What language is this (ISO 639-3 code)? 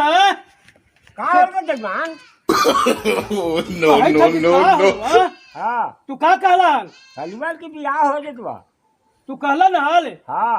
mag